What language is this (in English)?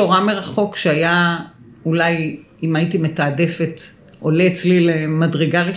Hebrew